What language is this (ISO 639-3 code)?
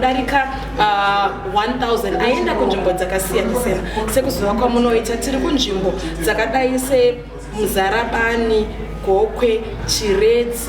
sna